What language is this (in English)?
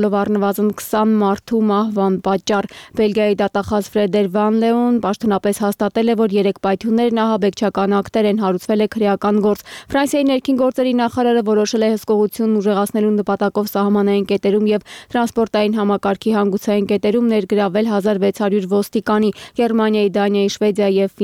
Armenian